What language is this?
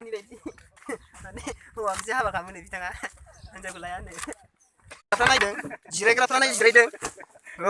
Bodo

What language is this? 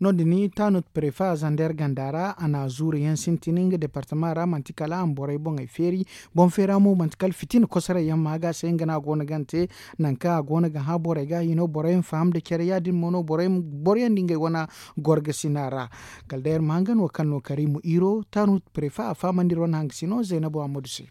Zarma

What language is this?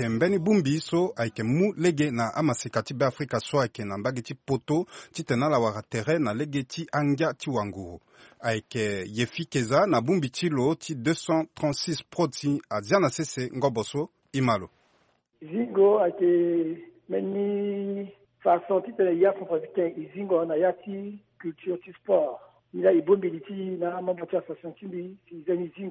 Sango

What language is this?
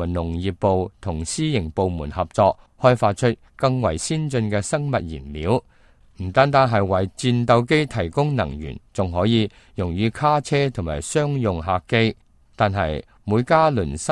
Cantonese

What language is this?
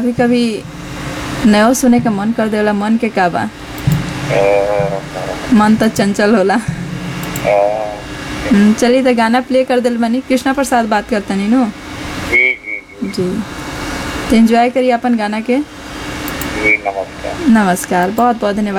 Bhojpuri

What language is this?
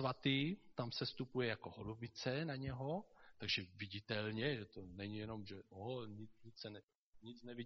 Czech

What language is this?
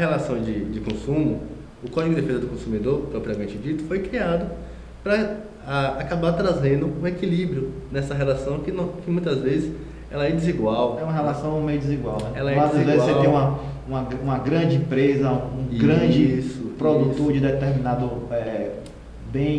Portuguese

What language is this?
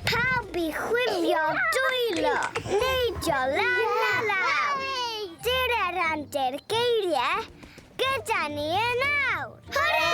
Welsh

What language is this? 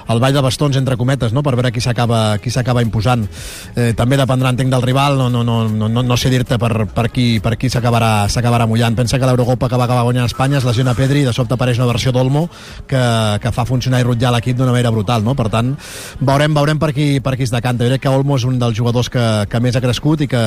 Catalan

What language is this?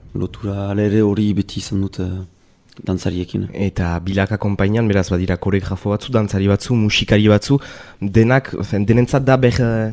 Basque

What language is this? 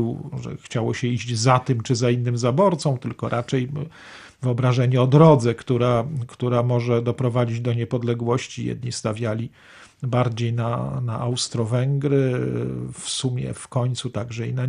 Polish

